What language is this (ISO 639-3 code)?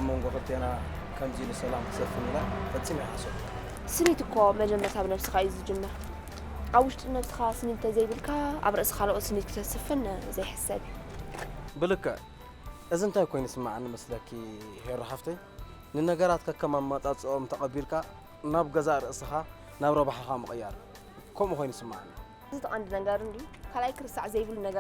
tir